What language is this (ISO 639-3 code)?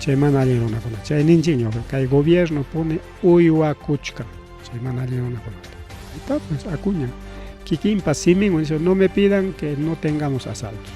quy